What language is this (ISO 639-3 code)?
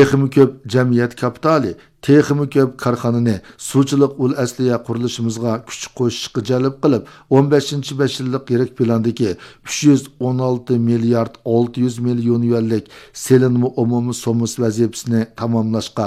uig